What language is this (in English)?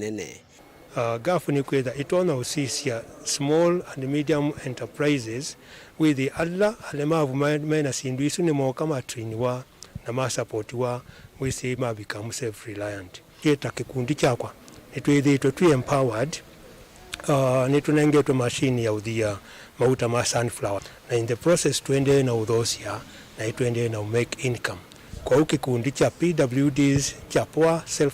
Kamba